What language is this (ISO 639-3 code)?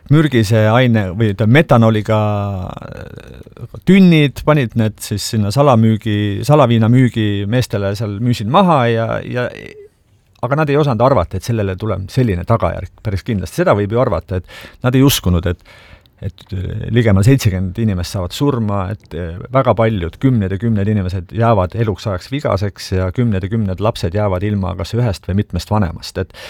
est